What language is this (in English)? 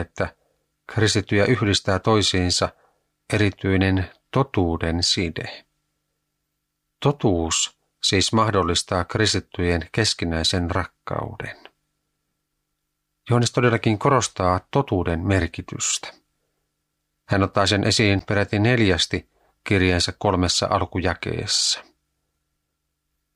Finnish